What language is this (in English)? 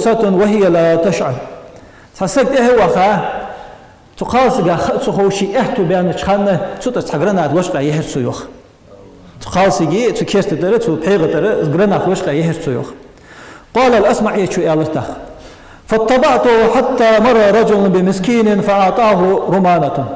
Ingush